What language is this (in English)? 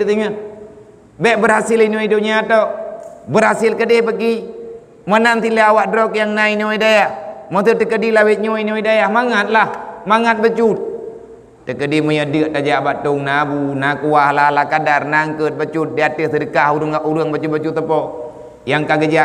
Achinese